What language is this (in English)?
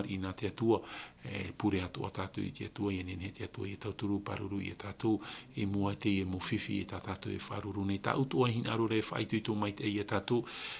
Tahitian